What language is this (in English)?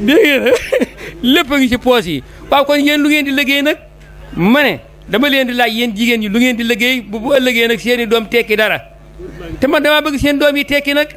Wolof